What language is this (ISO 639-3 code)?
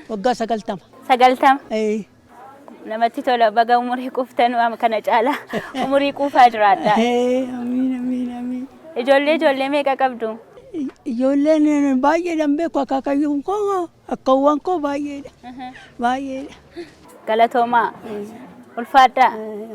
orm